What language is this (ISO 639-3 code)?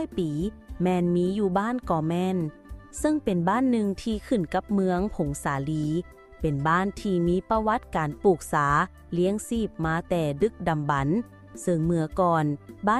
lao